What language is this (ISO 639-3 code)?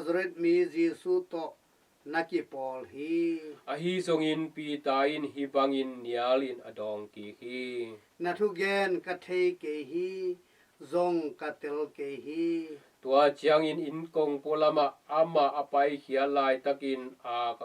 ctd